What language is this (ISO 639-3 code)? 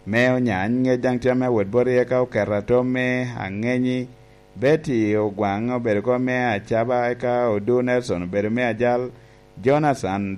laj